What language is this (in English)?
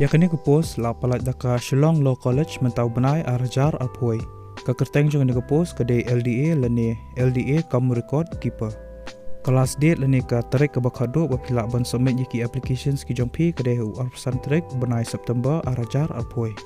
Khasi